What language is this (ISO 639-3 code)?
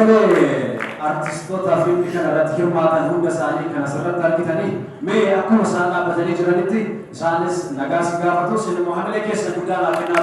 orm